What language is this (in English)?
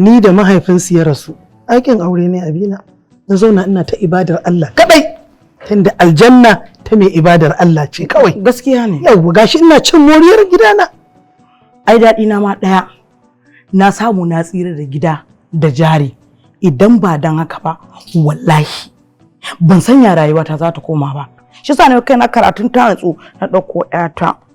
Hausa